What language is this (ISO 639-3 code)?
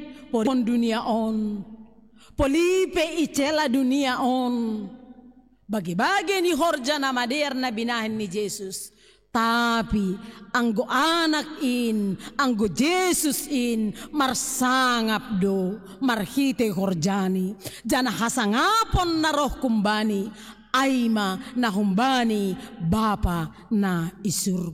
bts